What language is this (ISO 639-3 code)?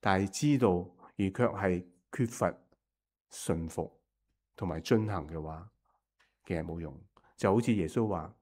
yue